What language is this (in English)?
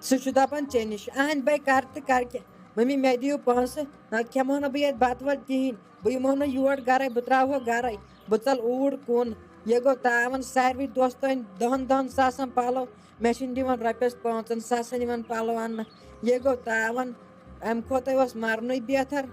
Kashmiri